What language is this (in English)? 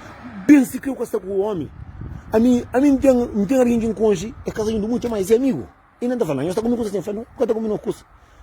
Kabuverdianu